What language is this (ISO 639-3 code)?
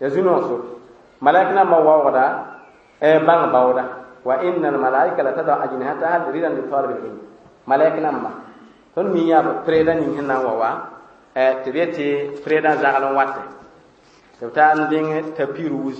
mos